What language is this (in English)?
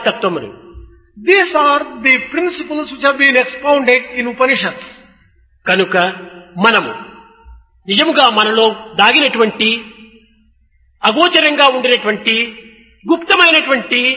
Telugu